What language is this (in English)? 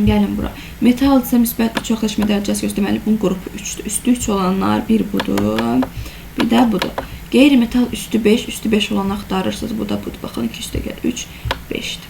Azerbaijani